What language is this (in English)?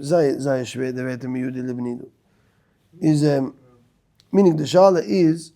Yiddish